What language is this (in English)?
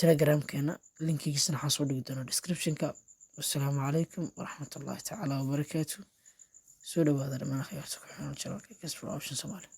Somali